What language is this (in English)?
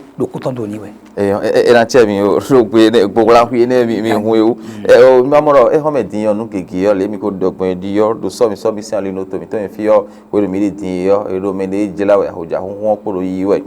Fon